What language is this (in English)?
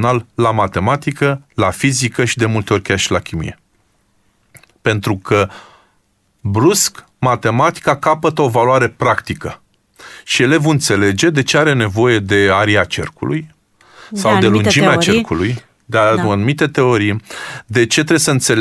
Romanian